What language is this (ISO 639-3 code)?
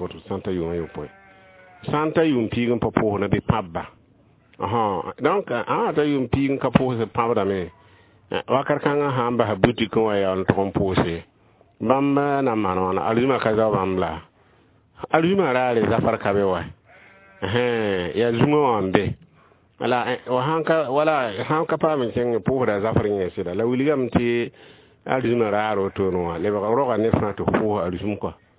mos